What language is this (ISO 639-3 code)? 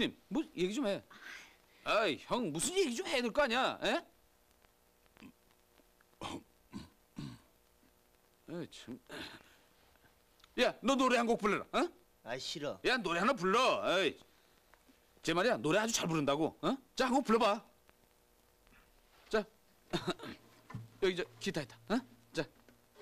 kor